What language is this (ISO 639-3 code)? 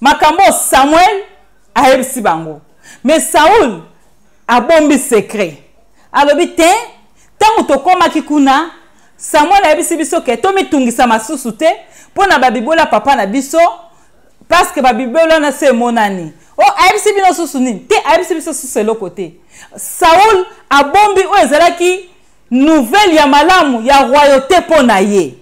lin